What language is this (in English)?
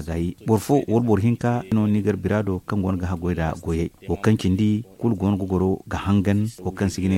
Zarma